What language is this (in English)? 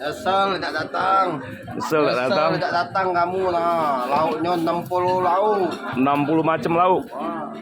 Musi